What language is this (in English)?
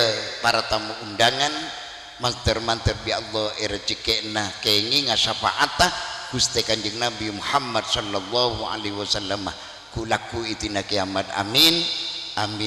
Madurese